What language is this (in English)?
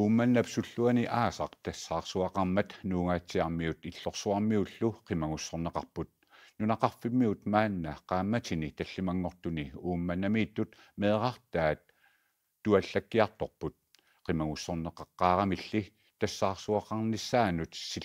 Kalaallisut